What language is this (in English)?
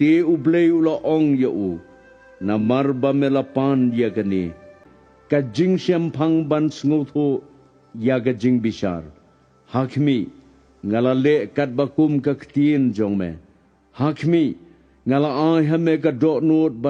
Khasi